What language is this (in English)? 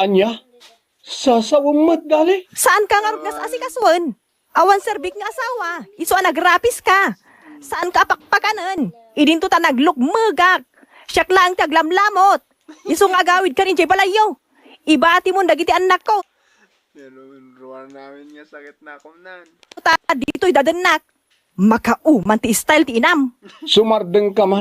Iloko